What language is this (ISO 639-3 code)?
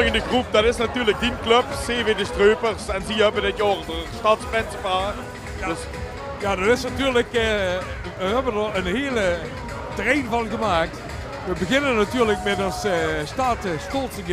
lim